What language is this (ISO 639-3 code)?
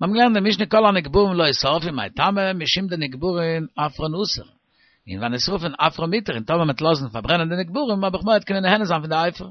yid